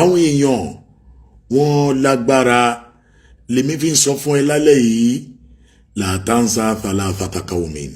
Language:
Yoruba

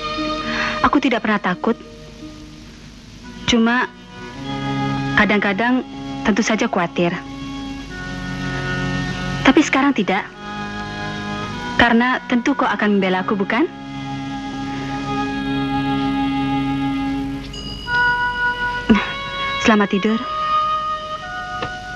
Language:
Indonesian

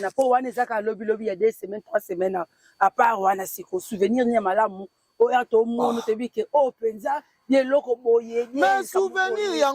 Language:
Lingala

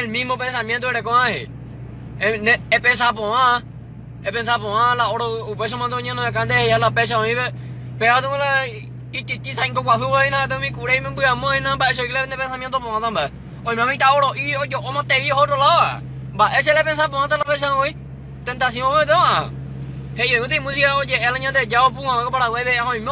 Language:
Guarani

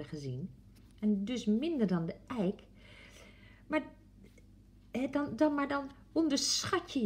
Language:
Dutch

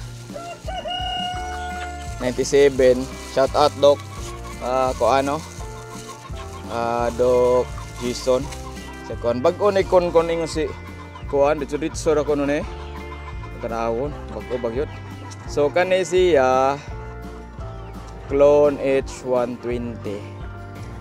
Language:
Cebuano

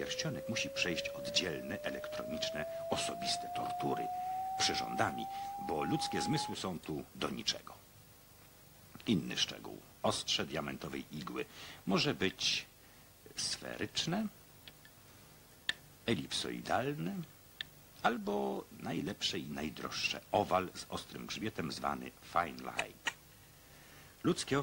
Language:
Polish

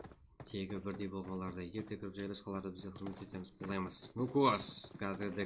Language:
Kara-Kalpak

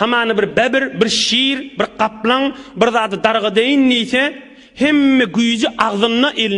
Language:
Turkmen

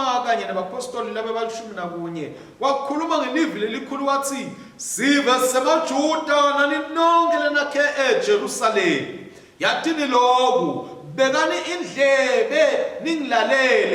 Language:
Swati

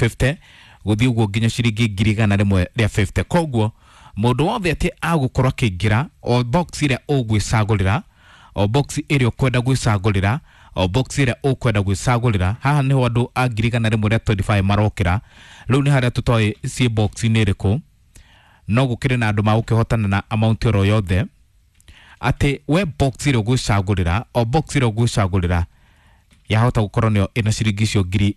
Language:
Kikuyu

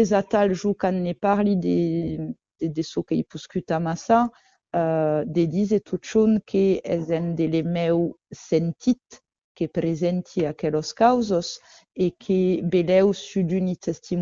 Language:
Occitan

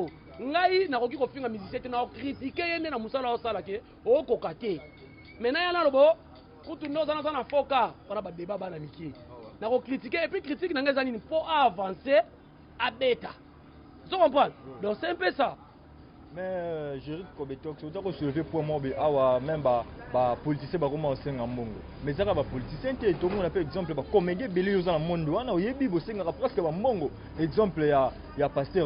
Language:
Lingala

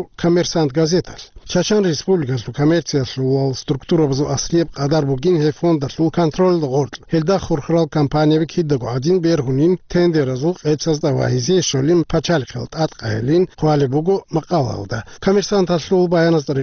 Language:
Avaric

